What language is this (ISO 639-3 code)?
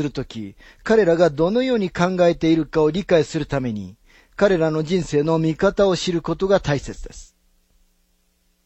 jpn